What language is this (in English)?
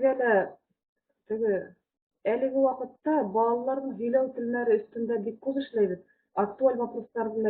Bashkir